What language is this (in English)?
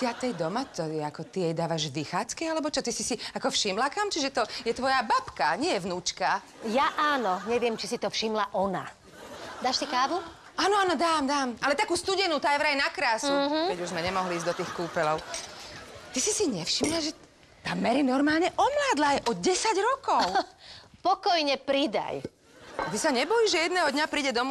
Slovak